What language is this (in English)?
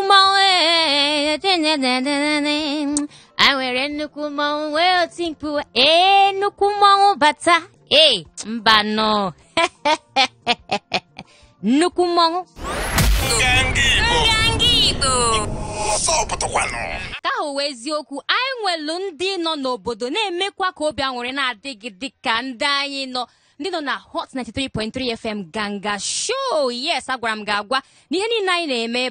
Igbo